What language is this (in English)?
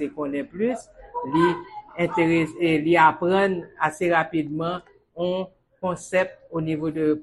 Haitian Creole